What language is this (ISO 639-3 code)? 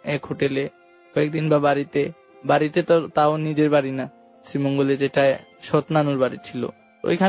ben